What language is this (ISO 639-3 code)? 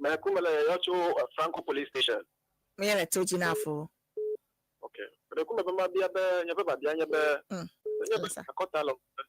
ewe